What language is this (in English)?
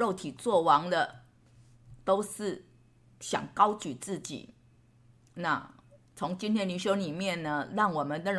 Chinese